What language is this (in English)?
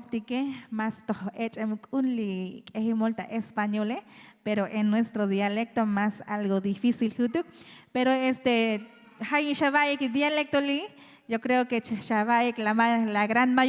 Tzotzil